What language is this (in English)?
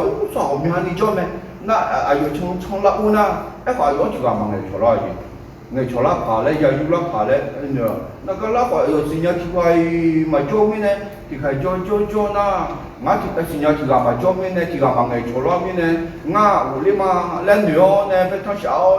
Akha